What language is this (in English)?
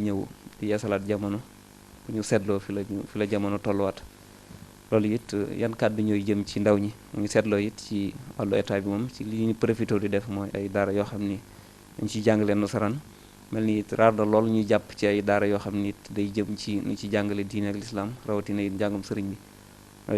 Wolof